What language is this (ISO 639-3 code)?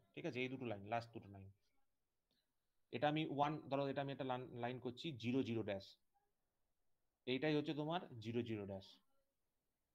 ben